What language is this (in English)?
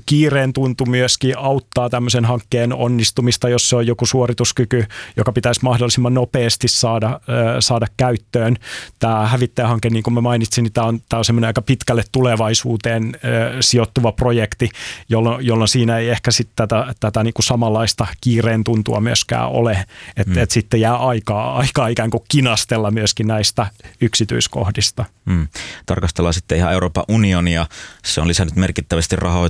Finnish